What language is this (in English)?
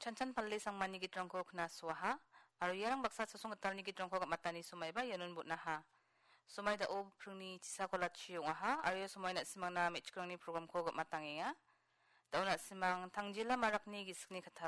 Garo